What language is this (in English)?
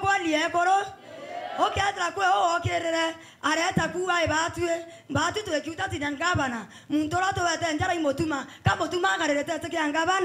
Meru